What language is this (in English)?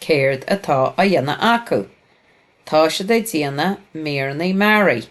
Irish